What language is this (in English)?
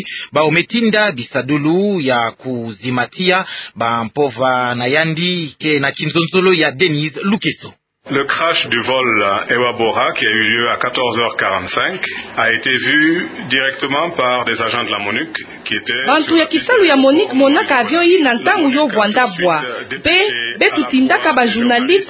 Kituba (Democratic Republic of Congo)